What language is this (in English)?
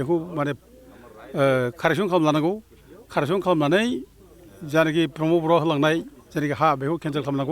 Bodo